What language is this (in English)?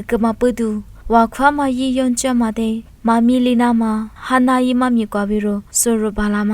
Lisu